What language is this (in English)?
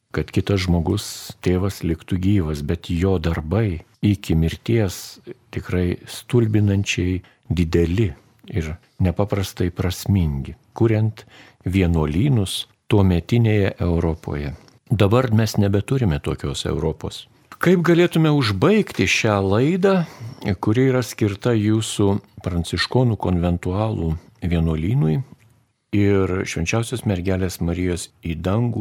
Lithuanian